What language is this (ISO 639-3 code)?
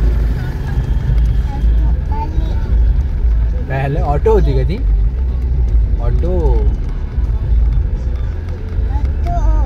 mar